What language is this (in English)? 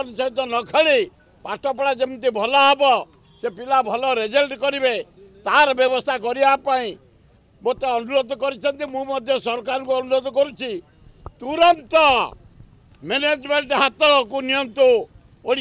Odia